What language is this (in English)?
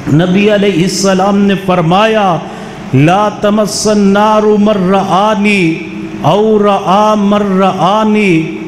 Urdu